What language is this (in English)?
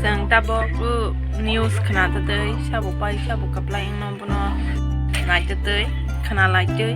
Kok Borok